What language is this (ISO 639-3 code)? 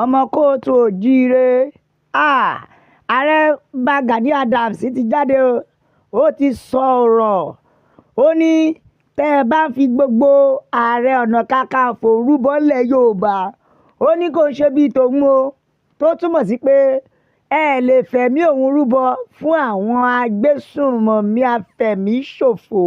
yor